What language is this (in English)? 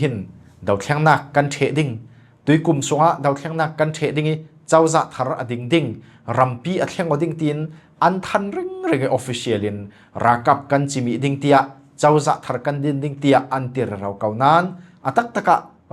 Falam Chin